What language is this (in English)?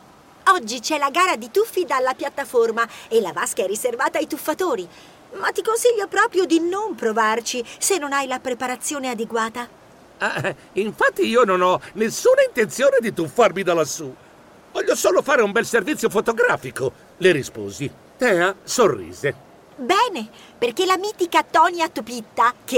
Italian